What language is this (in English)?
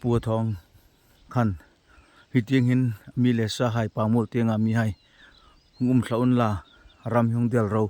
Hmar